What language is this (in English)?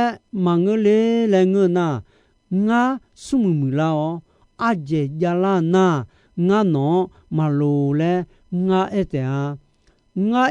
Akha